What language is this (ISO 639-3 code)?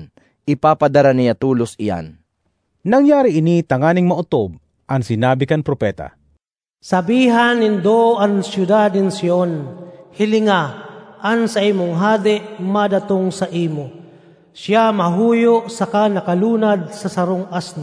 bik